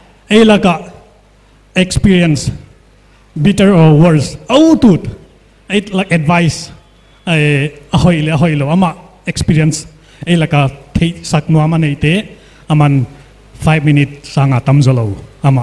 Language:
Paite Chin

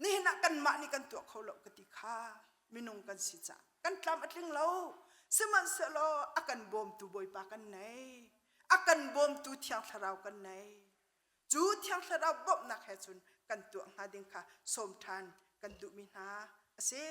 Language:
Hakha Chin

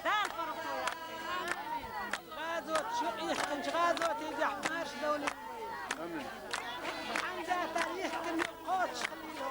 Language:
Chechen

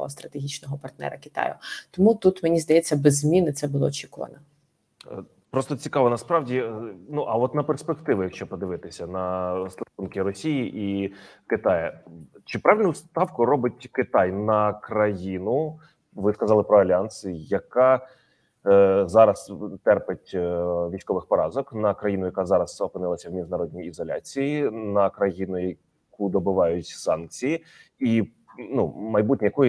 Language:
Ukrainian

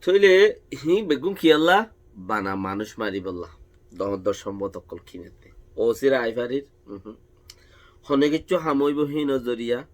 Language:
Rohingya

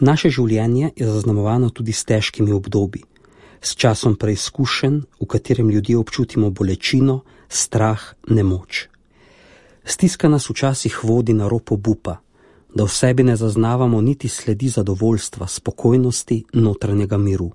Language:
Slovenian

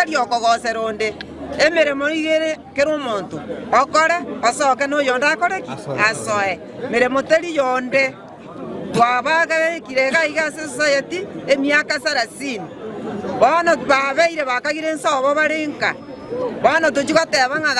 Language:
Gusii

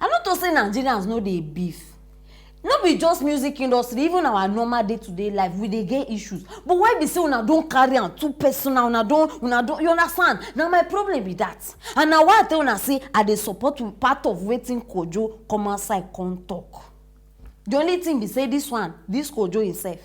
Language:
Nigerian Pidgin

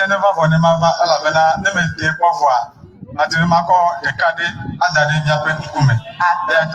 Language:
Ewe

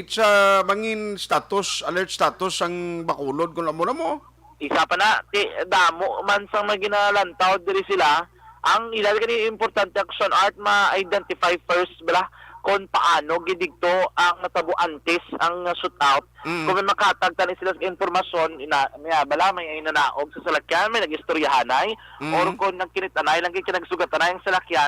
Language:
Hiligaynon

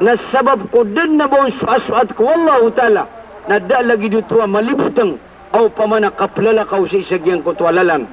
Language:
Maranao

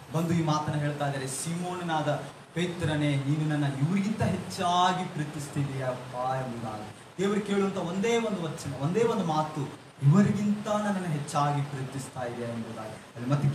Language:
Kannada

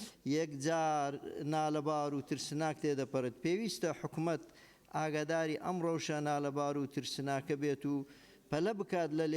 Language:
Central Kurdish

